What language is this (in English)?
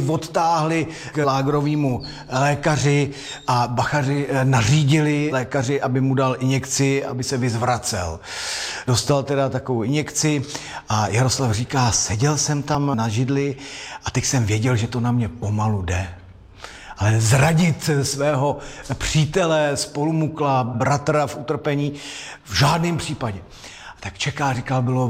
Czech